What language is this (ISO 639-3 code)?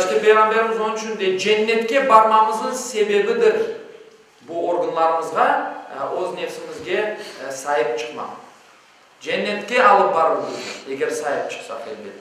crh